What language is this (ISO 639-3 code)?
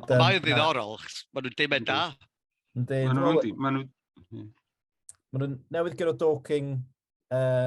cym